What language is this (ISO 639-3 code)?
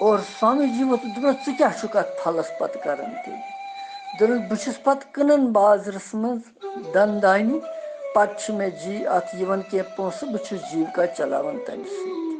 kas